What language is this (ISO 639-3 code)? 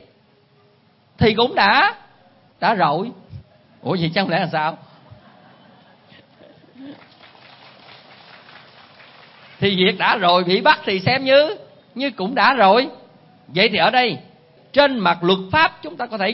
vie